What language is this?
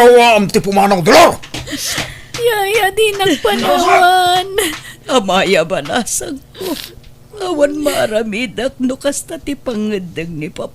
Iloko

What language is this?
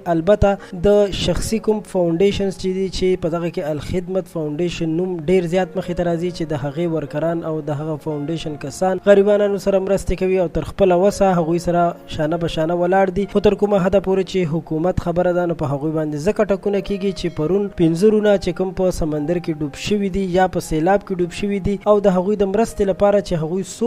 Pashto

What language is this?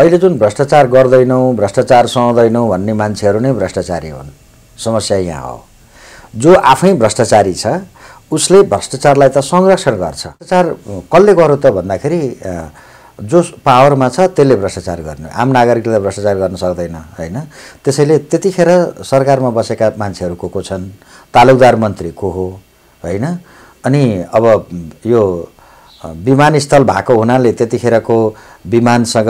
Nepali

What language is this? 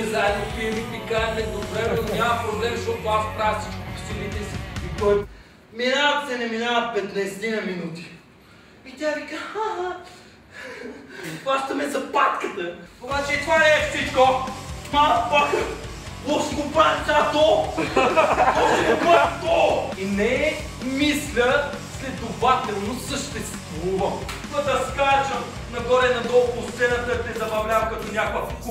Bulgarian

